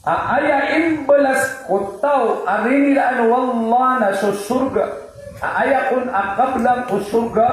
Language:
Maranao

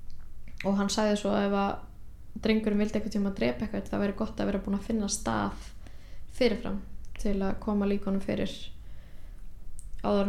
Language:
Icelandic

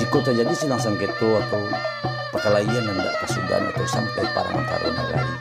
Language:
Minangkabau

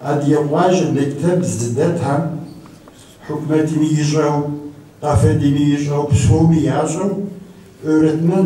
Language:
Kabardian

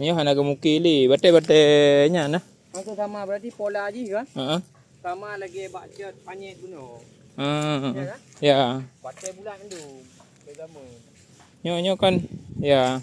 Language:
Achinese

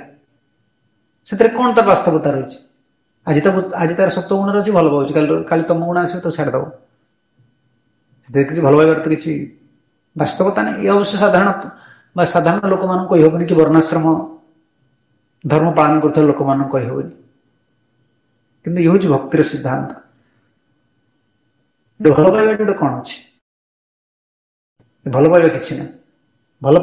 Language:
Odia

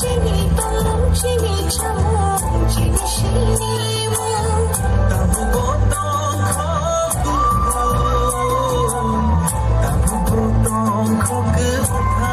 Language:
Kok Borok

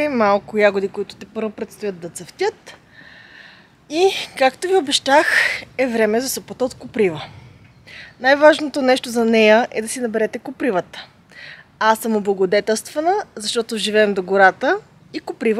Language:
Bulgarian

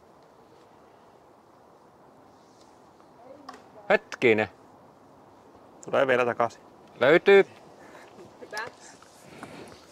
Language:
Finnish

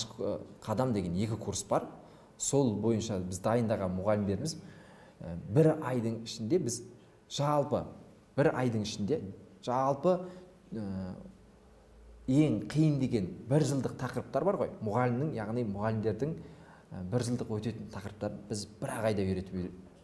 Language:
Kazakh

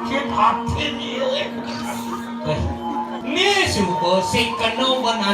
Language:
Balinese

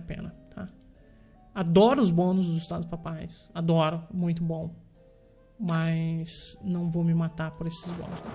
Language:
Portuguese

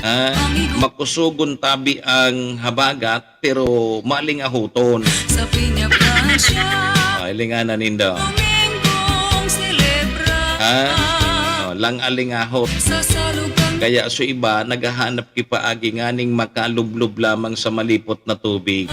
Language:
Bikol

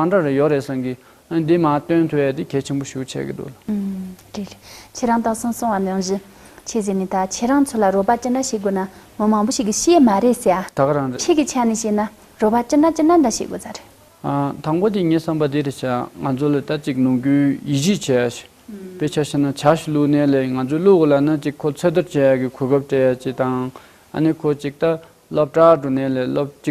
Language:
Tibetan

